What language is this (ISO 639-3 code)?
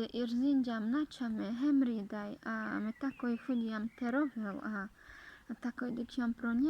rmc